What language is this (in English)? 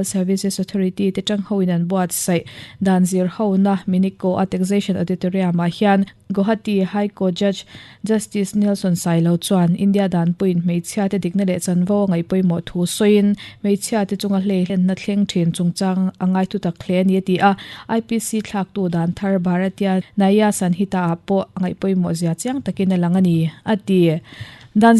Mizo